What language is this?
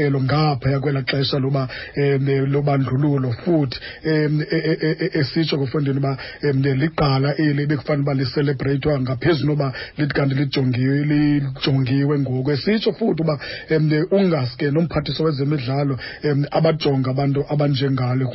Xhosa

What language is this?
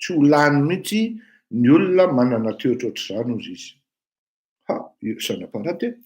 Malagasy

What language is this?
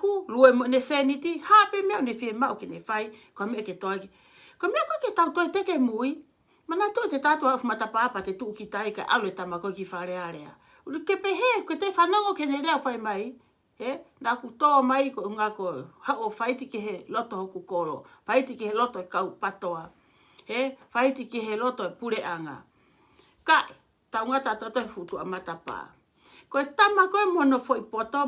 Tongan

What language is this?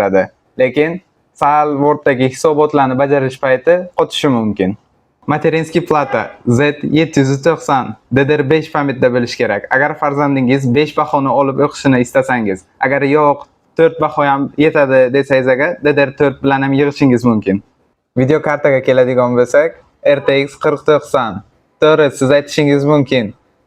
Uzbek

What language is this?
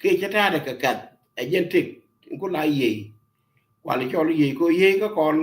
Nuer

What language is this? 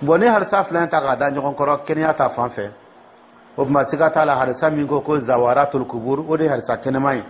Dyula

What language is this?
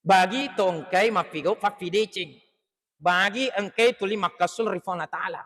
Buginese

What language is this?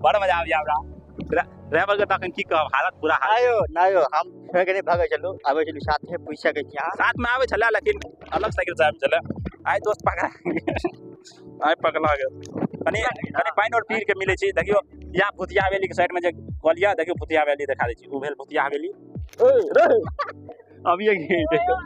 Maithili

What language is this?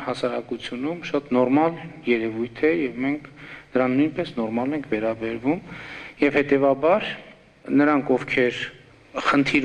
Armenian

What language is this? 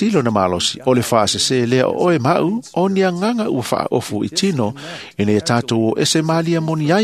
Samoan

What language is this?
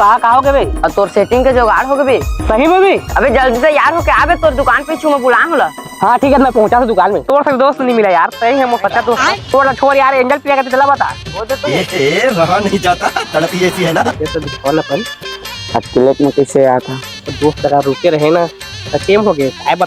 Chhattisgarhi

